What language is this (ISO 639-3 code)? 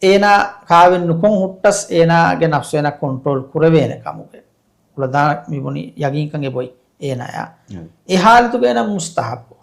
div